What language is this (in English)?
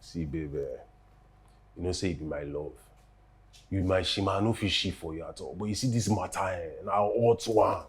Nigerian Pidgin